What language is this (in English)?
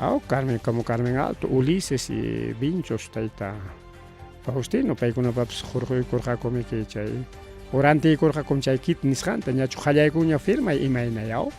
Ayacucho Quechua